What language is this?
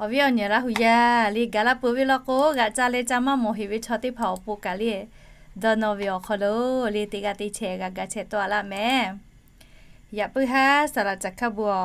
Lahu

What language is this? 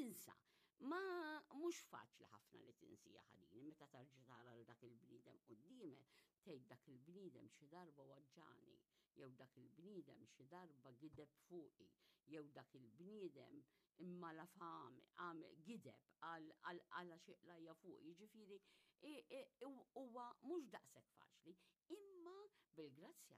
Maltese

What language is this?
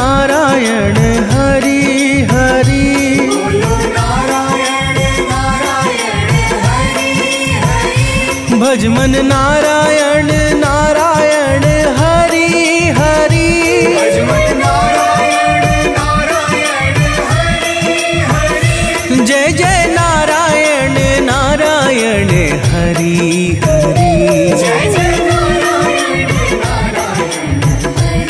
Hindi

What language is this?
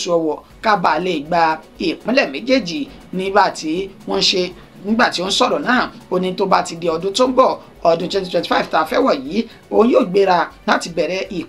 Yoruba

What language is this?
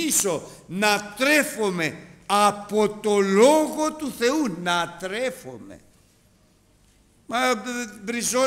Greek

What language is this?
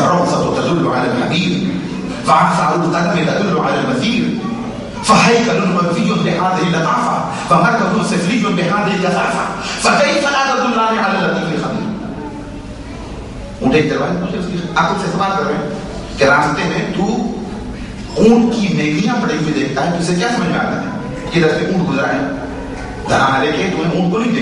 Urdu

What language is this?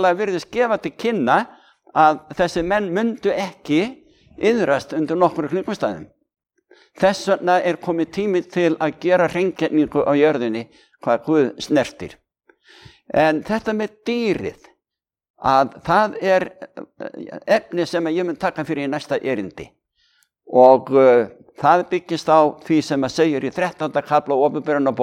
Icelandic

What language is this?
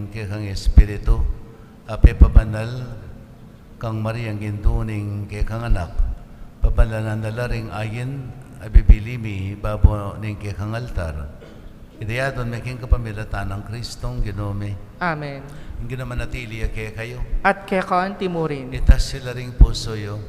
Pampanga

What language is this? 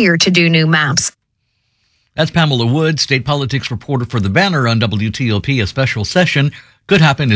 English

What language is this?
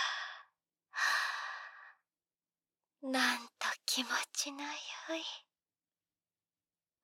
Japanese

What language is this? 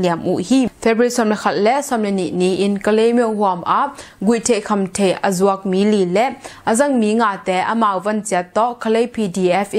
Tedim Chin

